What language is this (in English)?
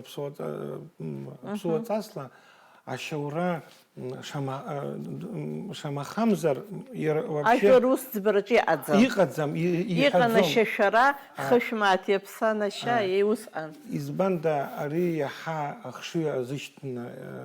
Abkhazian